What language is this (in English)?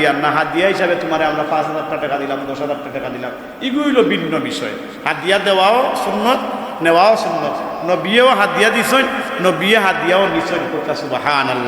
Sylheti